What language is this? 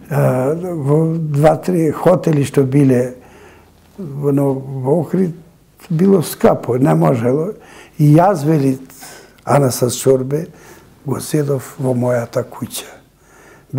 Macedonian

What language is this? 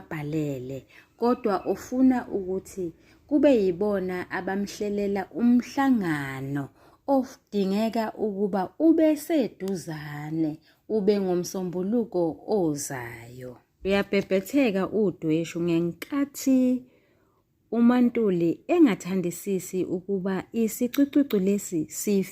Zulu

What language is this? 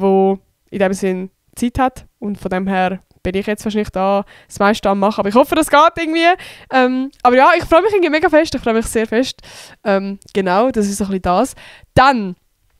Swiss German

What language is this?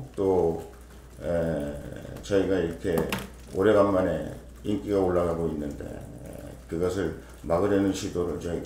Korean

